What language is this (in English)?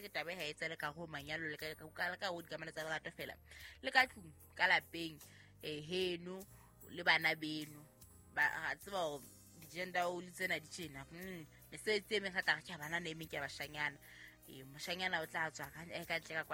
Southern Sotho